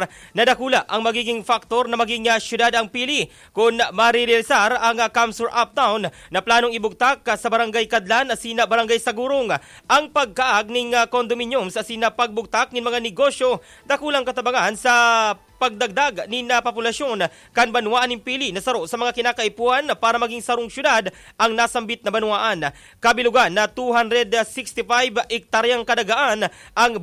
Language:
Bikol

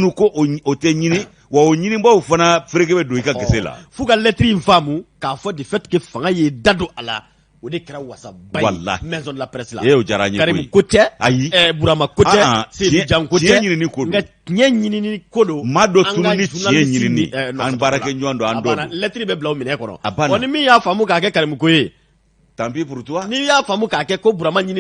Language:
Bambara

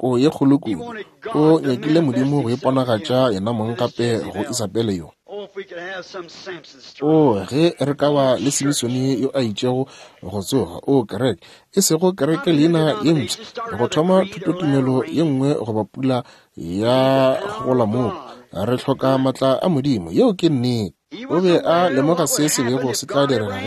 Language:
Northern Sotho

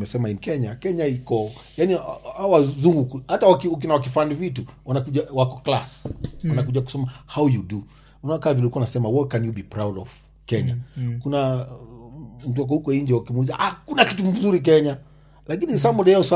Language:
Swahili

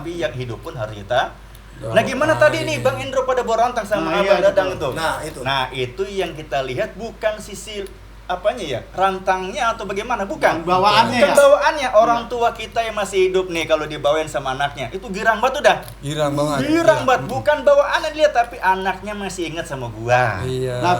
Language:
Betawi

